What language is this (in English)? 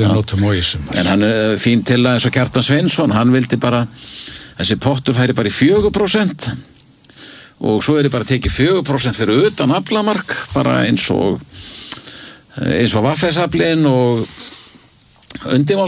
Icelandic